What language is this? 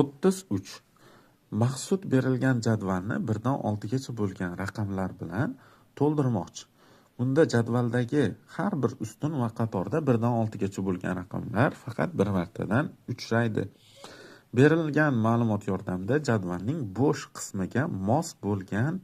Uzbek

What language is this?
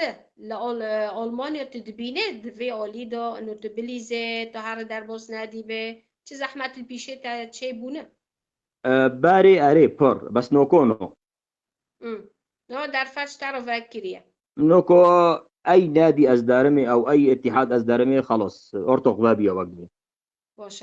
Kurdish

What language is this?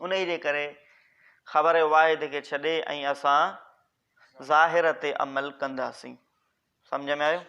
Sindhi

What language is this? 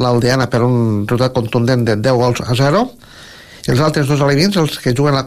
Catalan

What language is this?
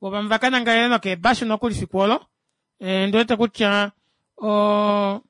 Kuanyama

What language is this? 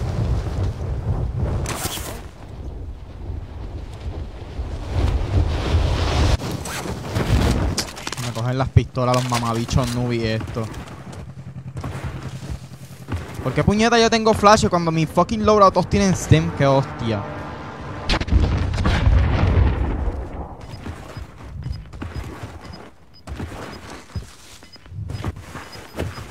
Spanish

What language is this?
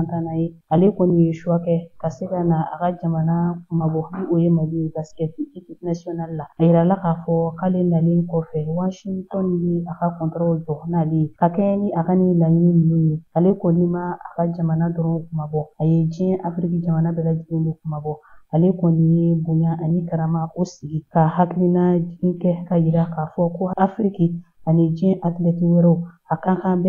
Bambara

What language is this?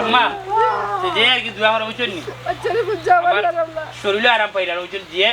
Sylheti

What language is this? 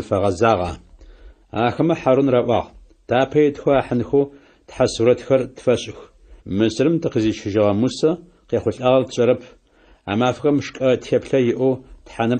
Adyghe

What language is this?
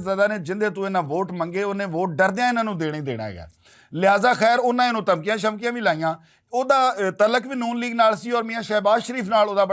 Western Panjabi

